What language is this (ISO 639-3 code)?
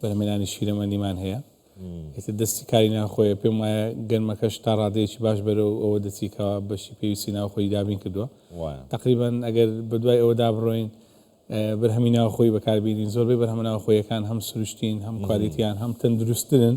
ckb